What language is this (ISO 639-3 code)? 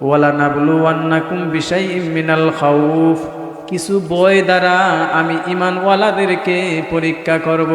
syl